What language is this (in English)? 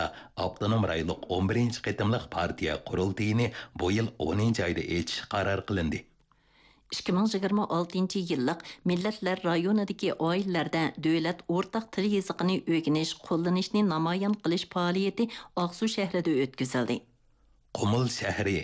Uyghur